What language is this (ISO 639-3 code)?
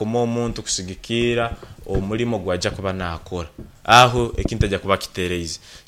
nyn